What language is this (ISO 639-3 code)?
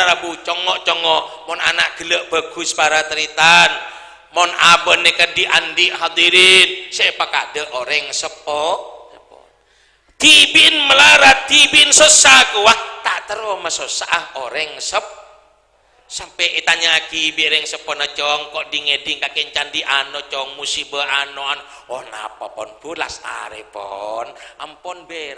mad